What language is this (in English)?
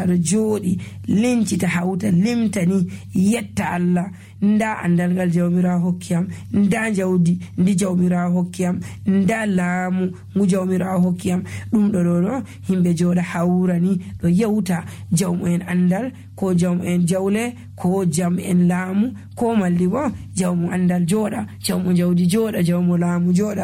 Nigerian Fulfulde